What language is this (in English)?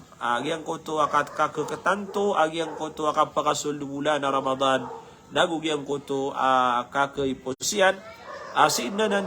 Maranao